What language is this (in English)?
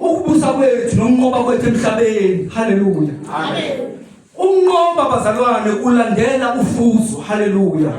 Zulu